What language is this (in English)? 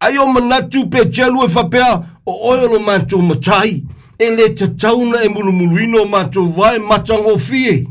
Samoan